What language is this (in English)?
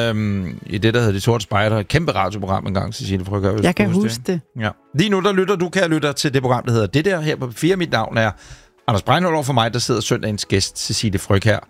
Danish